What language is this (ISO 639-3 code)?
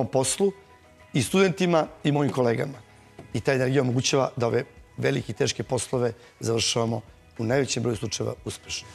srp